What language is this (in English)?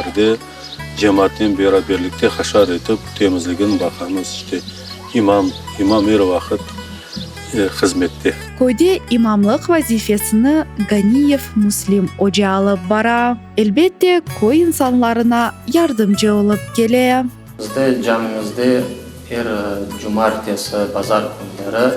Crimean Tatar